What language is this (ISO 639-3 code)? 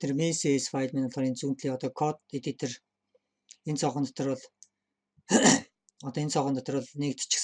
mon